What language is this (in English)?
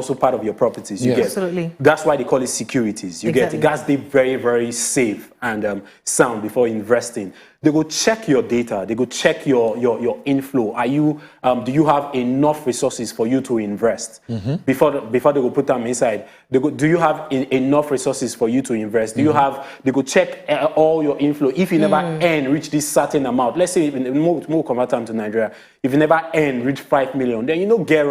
Nigerian Pidgin